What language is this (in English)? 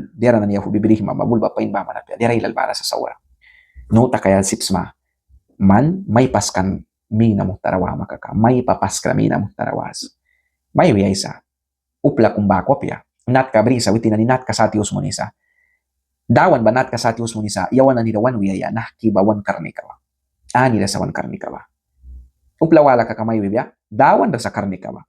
Mískito